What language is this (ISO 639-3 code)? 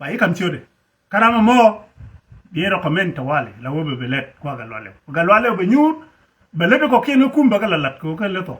nus